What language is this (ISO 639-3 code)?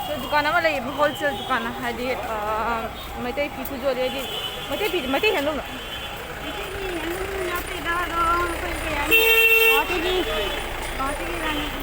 mni